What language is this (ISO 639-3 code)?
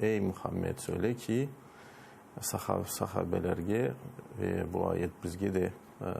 crh